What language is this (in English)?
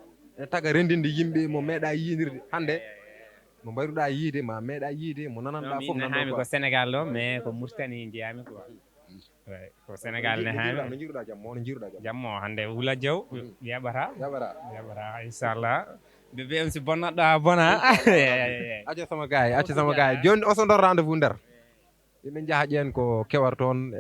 Fula